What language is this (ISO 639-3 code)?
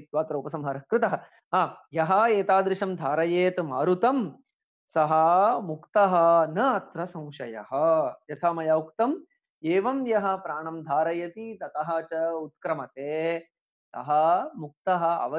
san